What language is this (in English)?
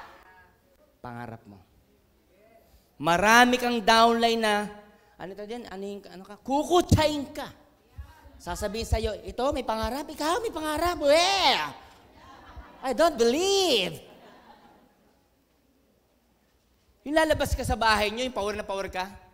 Filipino